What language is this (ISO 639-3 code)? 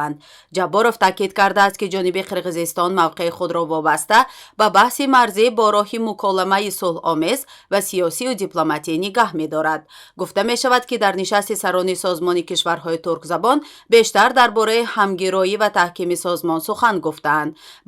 tgk